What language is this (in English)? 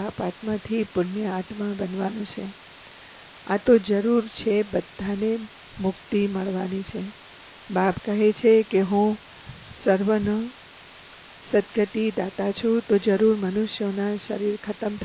Gujarati